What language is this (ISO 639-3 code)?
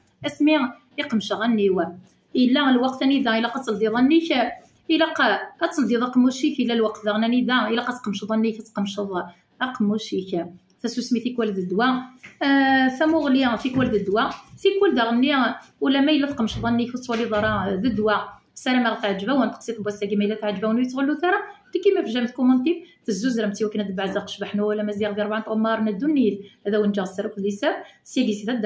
kab